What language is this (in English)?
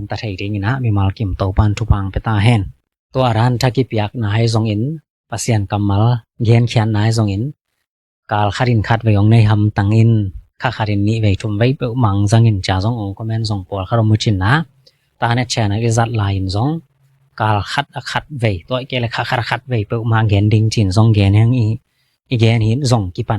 Tedim Chin